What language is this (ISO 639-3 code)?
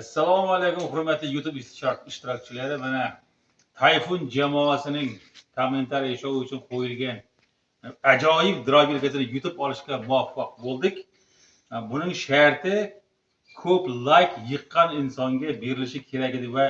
uzb